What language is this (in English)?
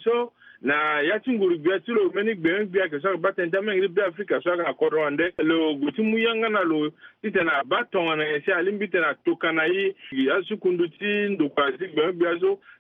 Sango